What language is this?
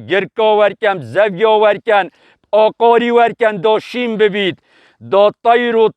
Kurdish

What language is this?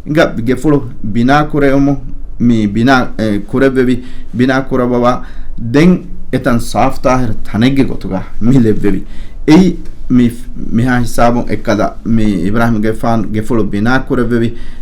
Divehi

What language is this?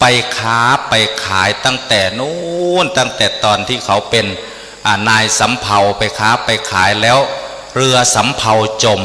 Northeastern Thai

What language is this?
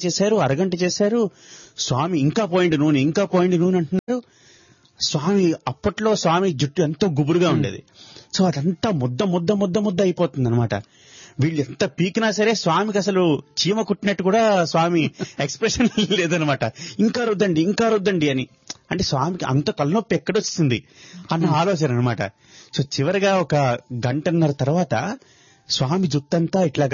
Telugu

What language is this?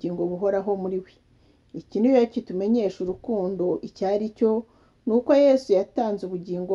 Kinyarwanda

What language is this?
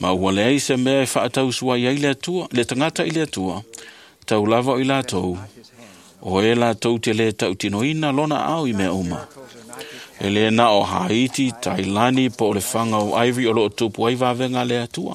Samoan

